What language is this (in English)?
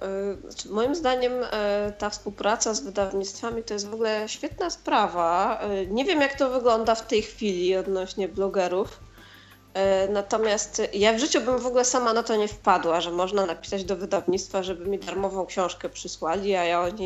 Polish